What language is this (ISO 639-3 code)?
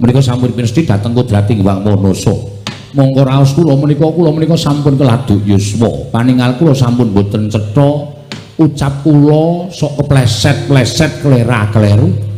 jav